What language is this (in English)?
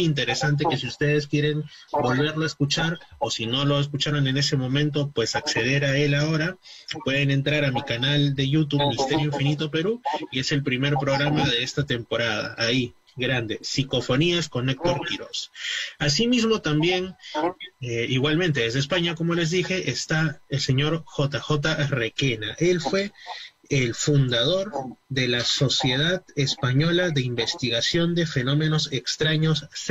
Spanish